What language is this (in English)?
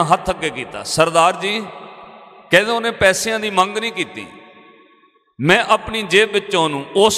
Punjabi